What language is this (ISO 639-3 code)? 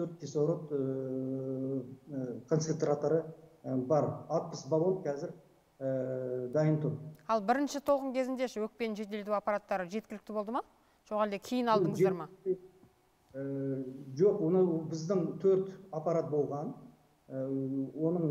kaz